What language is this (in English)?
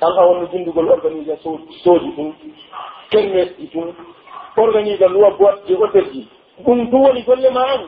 Pular